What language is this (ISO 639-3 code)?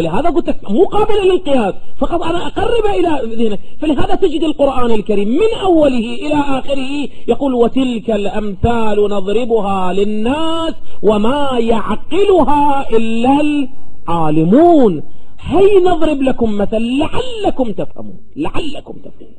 ara